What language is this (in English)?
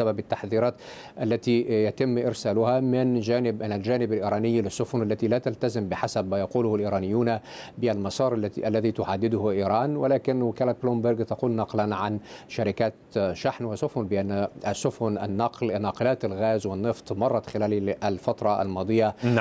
Arabic